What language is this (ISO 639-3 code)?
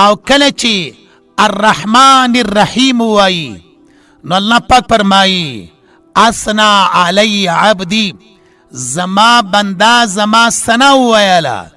pus